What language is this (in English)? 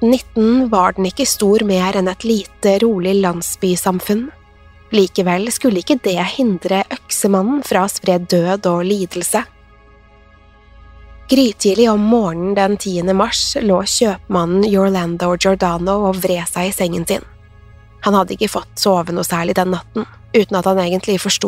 Norwegian